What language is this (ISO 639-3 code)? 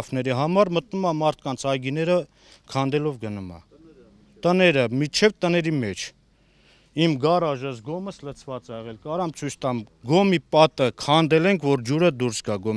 hye